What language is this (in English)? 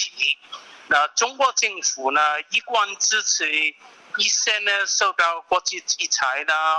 Cantonese